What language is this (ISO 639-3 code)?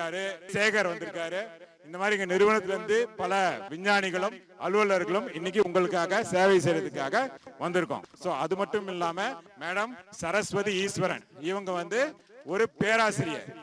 tam